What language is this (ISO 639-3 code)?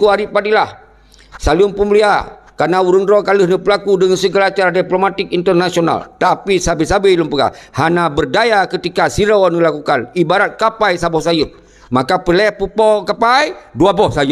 ace